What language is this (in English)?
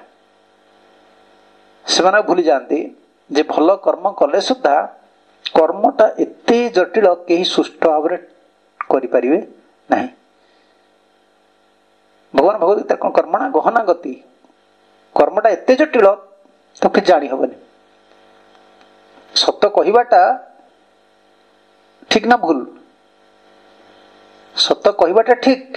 Odia